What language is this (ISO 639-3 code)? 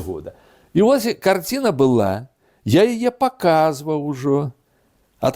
bel